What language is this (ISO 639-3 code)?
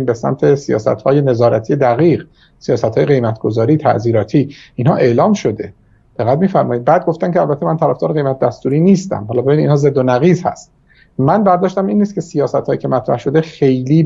fas